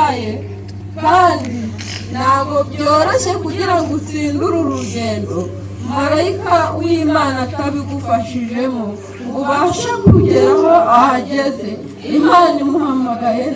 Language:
Kinyarwanda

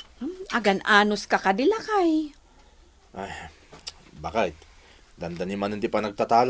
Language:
Iloko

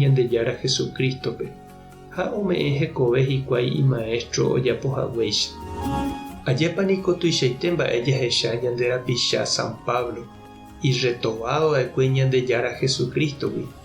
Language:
Guarani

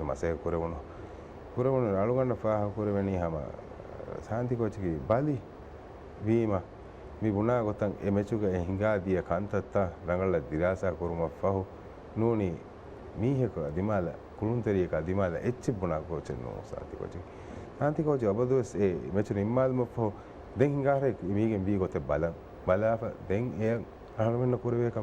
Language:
Divehi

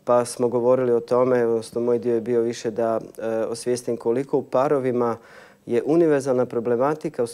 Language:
Croatian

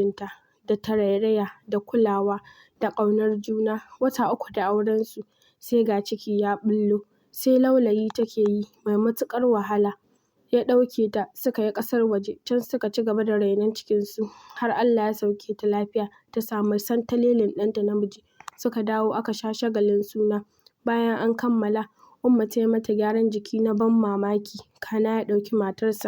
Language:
Hausa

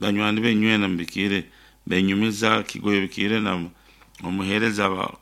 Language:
Nyankole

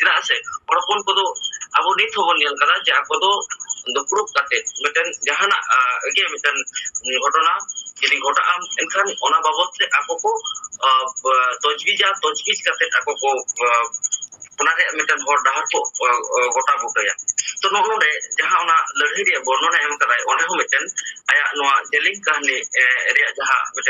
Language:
Santali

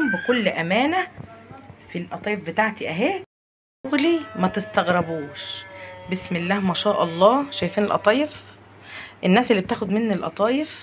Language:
Egyptian Arabic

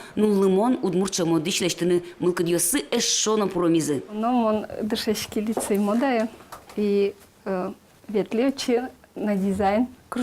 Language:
Udmurt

